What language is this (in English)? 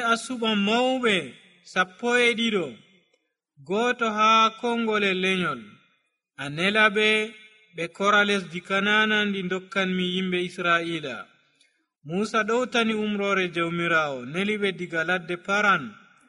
Nigerian Fulfulde